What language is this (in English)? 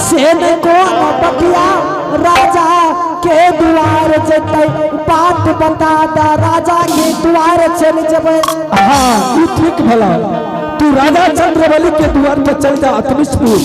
Angika